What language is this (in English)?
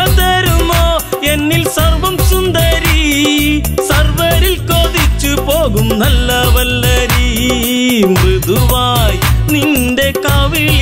Malayalam